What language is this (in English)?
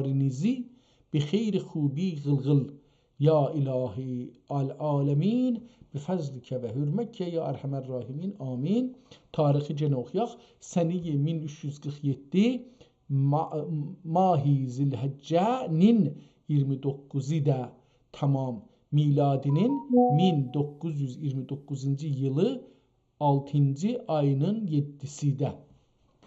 South Azerbaijani